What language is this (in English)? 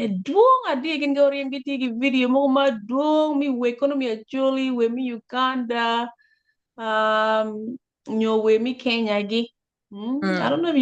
Acoli